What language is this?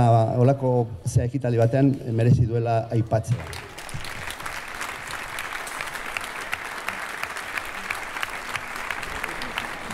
Basque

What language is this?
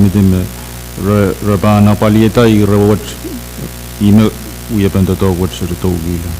Pohnpeian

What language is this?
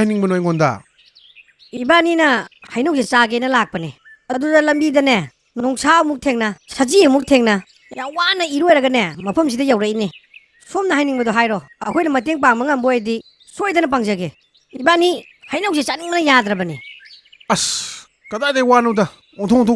Manipuri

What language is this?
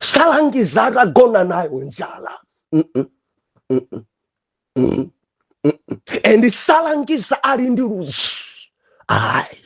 Nyanja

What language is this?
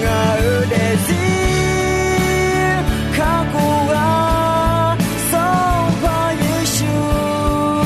Akha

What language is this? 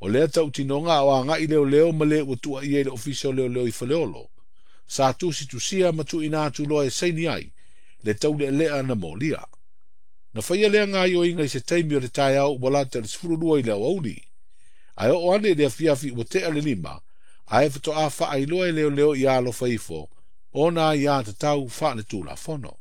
Samoan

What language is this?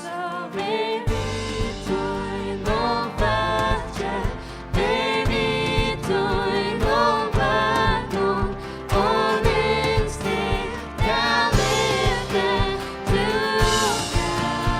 Faroese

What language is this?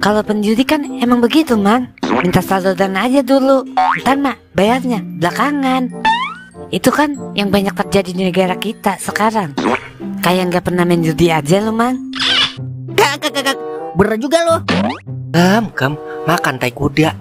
Betawi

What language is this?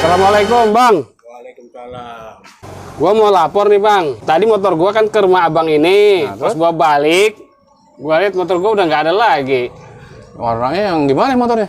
Betawi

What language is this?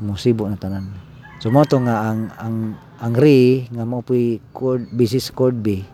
Cebuano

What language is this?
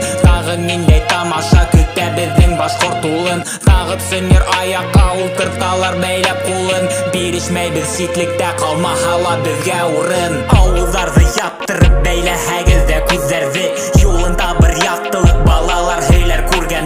Bashkir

